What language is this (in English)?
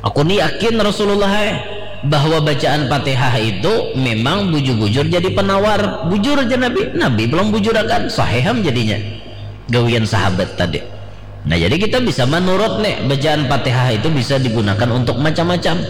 Banjar